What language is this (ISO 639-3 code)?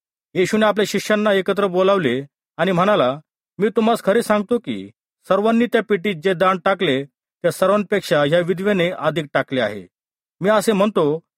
mar